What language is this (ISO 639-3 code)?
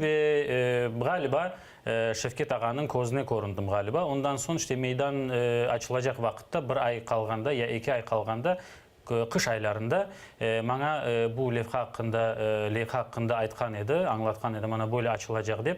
crh